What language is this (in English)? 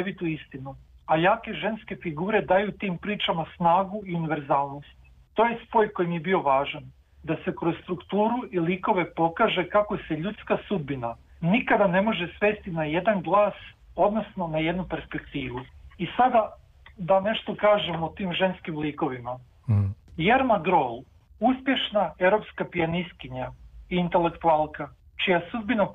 Serbian